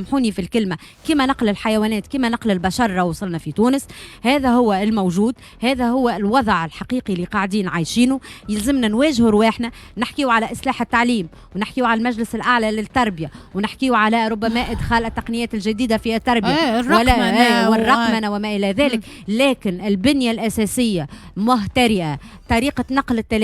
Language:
Tunisian Arabic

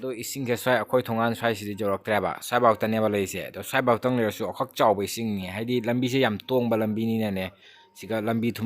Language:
Manipuri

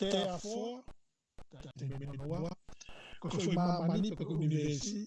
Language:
Tongan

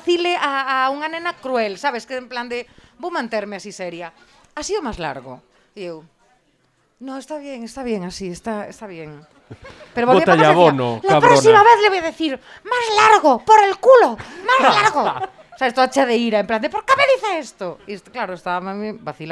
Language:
Galician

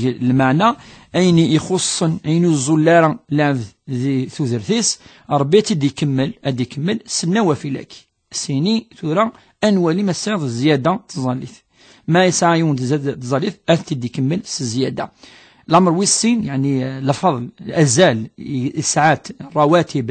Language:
Kabyle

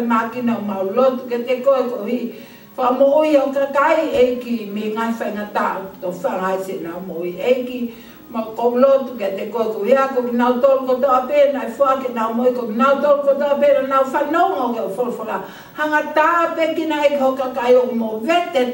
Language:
Tongan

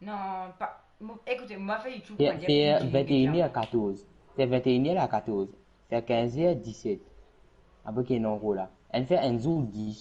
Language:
Morisyen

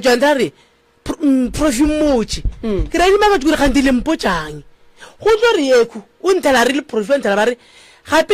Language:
Northern Sotho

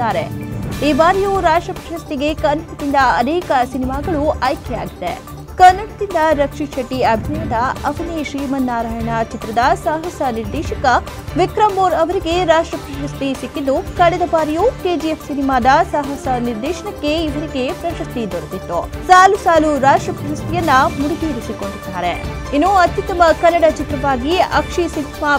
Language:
Kannada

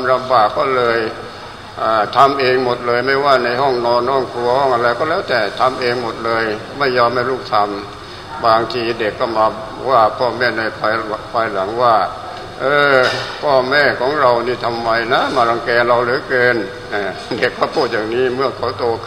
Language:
Thai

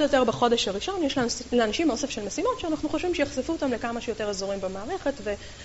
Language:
Hebrew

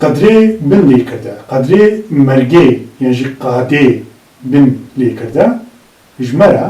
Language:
Kurdish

